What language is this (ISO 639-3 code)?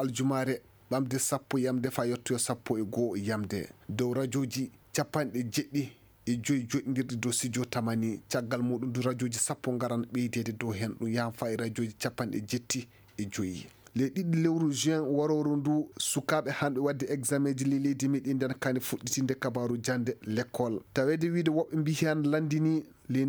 ful